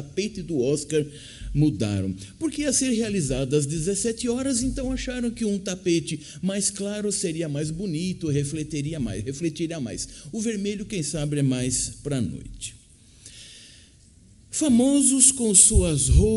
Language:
Portuguese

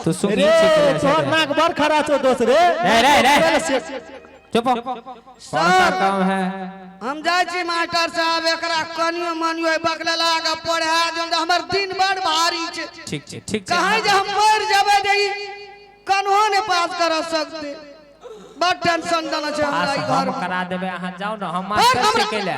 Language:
Maithili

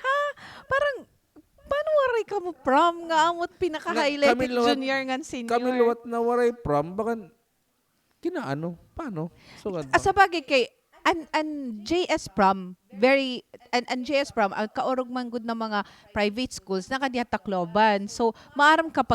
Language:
Waray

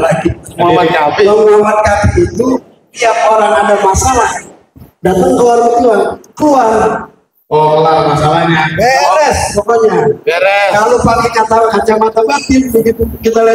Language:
Betawi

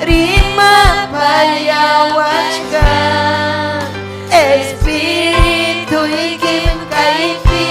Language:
Ayacucho Quechua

